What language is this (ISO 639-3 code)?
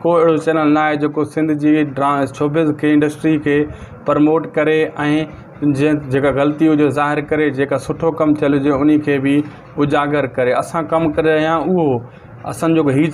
snd